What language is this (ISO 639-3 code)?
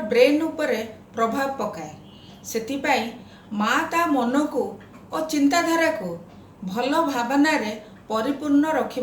ori